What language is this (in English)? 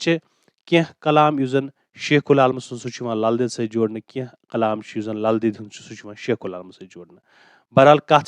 Kashmiri